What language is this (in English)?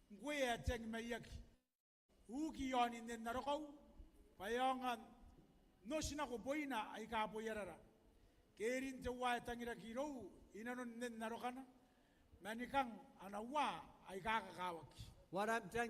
Gilbertese